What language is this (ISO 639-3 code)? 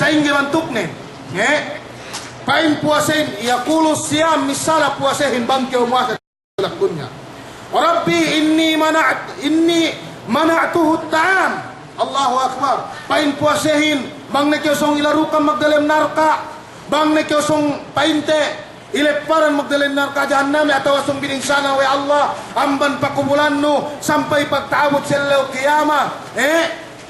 yka